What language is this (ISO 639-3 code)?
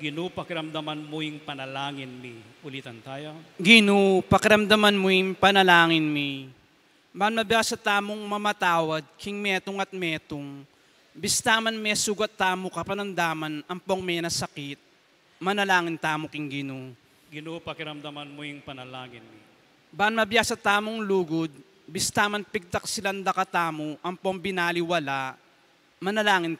pam